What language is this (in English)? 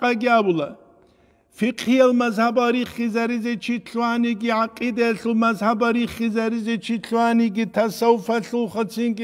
Avaric